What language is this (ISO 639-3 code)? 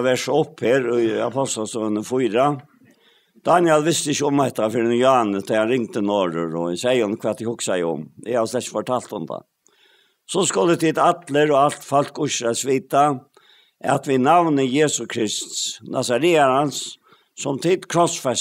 fao